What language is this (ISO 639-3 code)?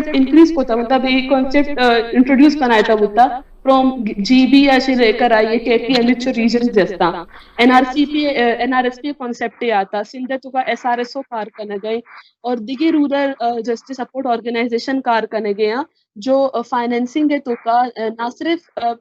bal